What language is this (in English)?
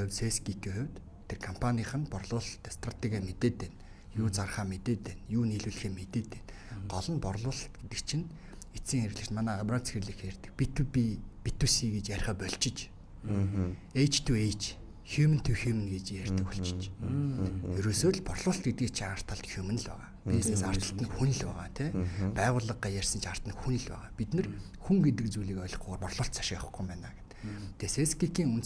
Mongolian